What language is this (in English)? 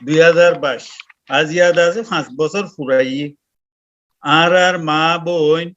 Rohingya